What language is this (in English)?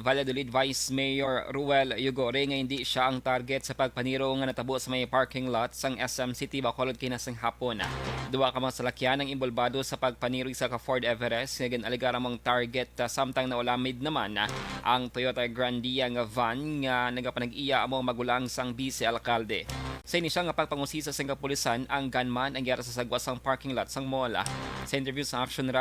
Hiligaynon